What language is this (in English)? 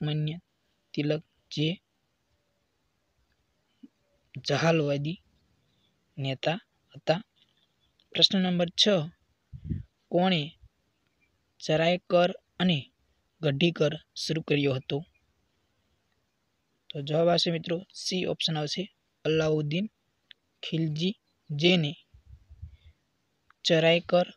Gujarati